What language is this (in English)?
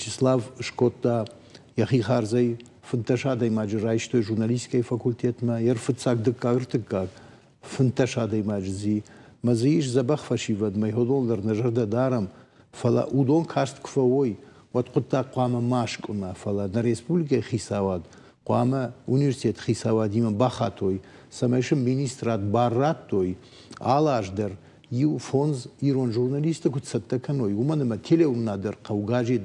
Ossetic